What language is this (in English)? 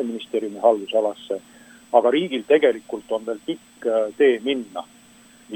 Estonian